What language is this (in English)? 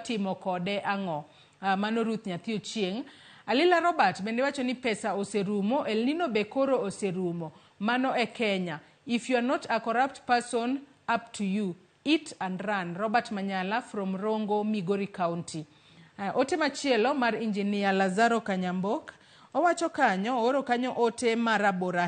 Luo (Kenya and Tanzania)